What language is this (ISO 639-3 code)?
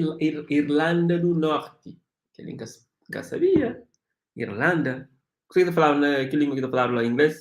kea